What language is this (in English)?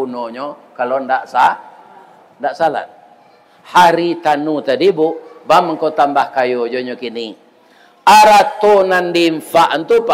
Minangkabau